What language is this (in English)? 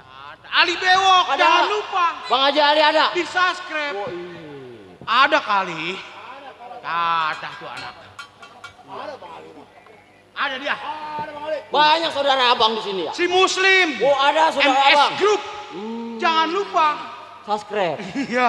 Betawi